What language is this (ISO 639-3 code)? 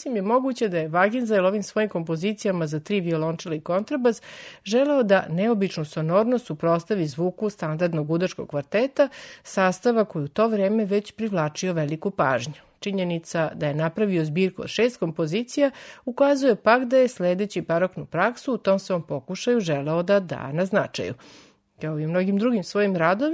srp